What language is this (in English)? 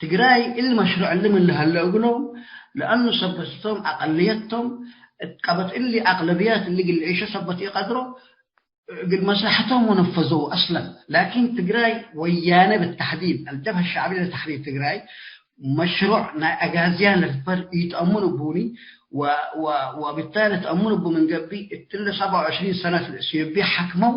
Tigre